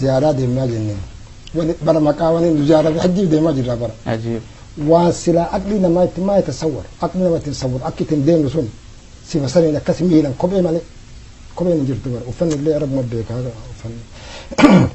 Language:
Oromo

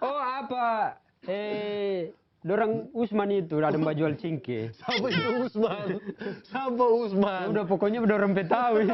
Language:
Manado Malay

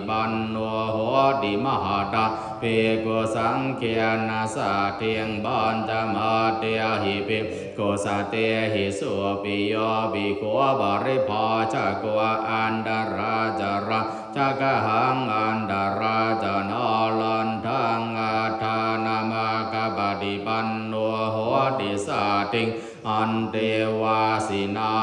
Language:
Pali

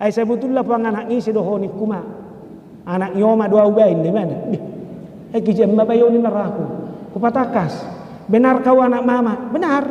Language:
Batak Toba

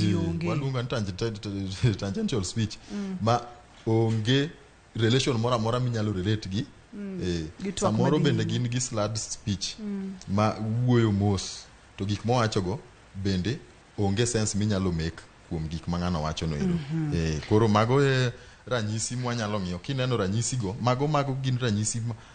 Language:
Luo (Kenya and Tanzania)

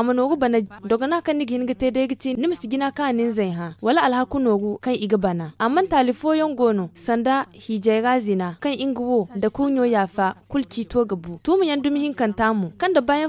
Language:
Zarma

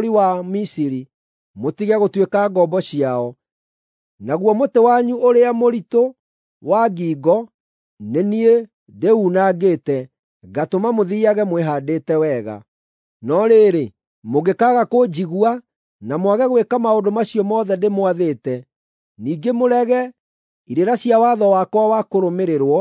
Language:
Kikuyu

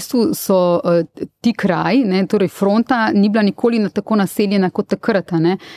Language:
Slovenian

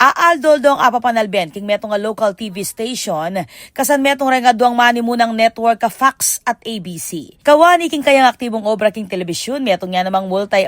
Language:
Pampanga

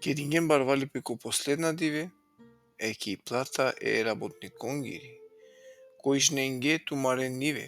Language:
Balkan Romani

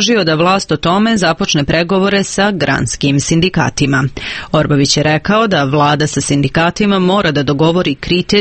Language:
Serbian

